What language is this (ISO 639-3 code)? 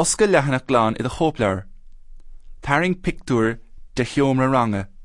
gle